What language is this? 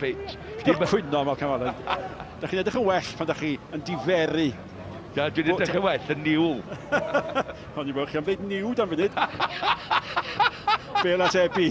Welsh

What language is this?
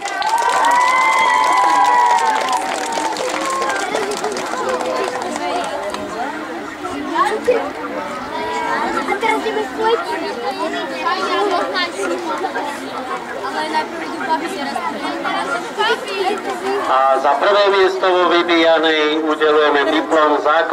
Slovak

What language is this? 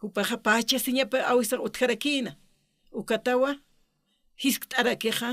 Aymara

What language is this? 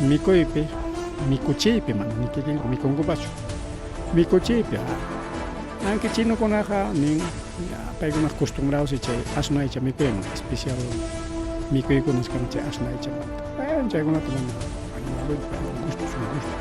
Ayacucho Quechua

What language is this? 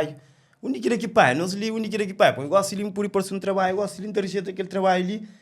Kabuverdianu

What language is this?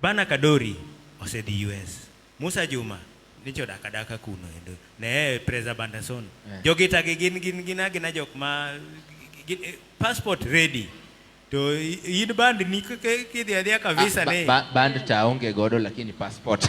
Luo (Kenya and Tanzania)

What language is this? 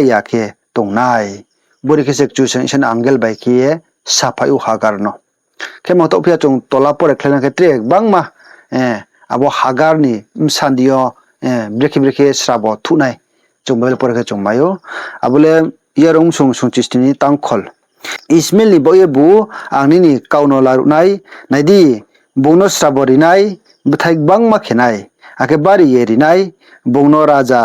Riang (India)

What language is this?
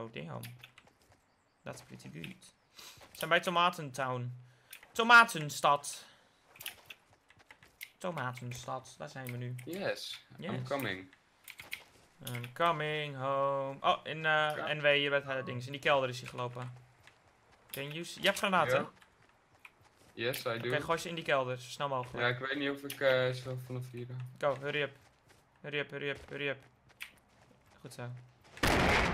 Dutch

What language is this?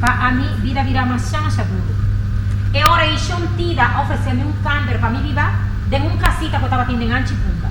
Papiamento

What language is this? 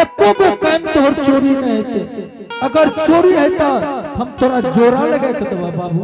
Angika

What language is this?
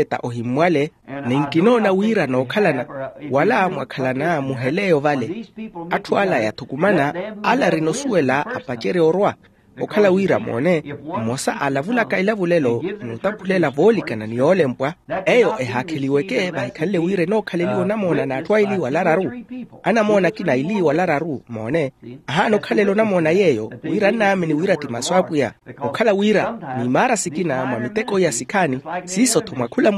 Makhuwa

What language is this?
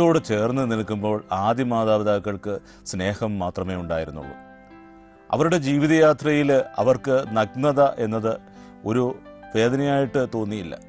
Malayalam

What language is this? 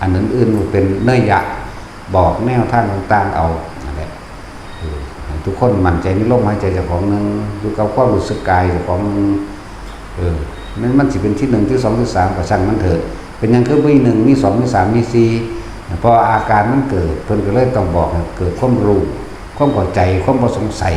Northeastern Thai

